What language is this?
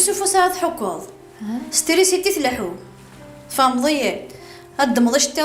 Kabyle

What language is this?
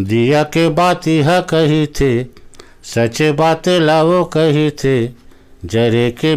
Chhattisgarhi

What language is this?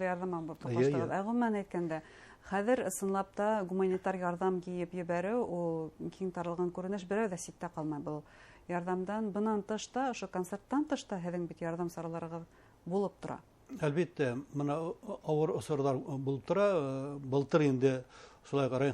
Bashkir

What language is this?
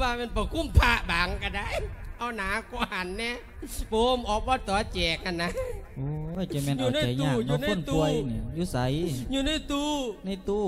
Lao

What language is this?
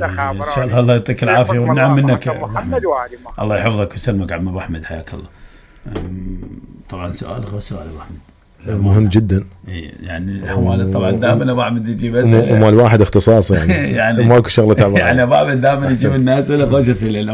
Mesopotamian Arabic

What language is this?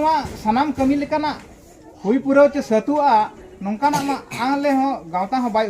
Santali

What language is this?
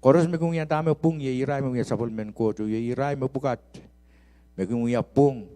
Pohnpeian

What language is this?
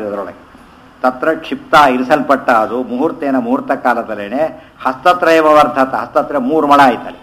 Kannada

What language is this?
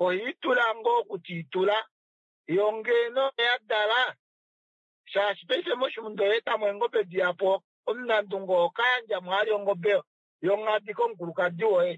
Kuanyama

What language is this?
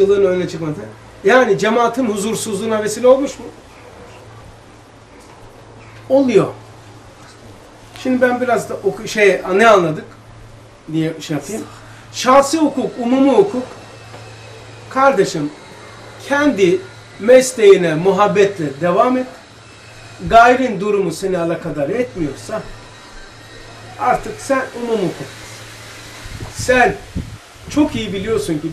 Turkish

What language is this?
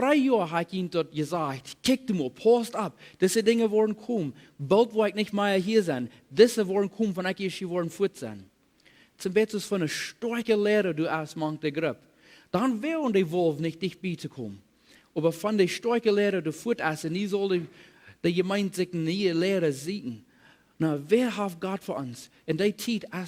Plautdietsch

